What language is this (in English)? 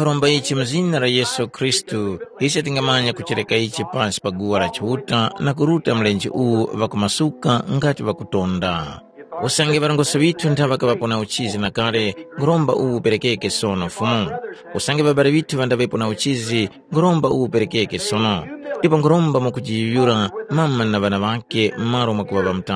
Tumbuka